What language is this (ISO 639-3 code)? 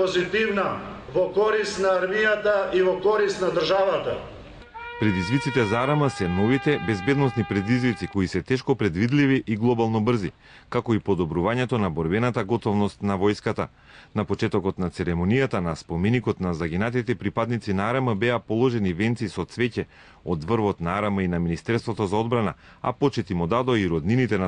mkd